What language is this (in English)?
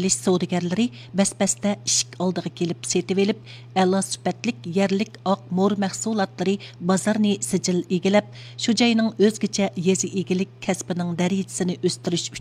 Uyghur